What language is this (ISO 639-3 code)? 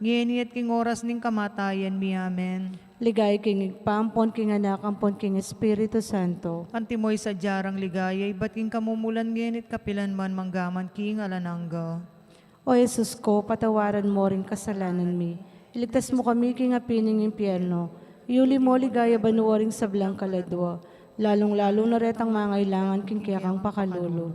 pam